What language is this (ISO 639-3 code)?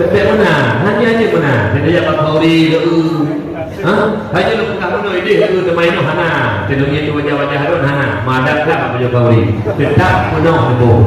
ace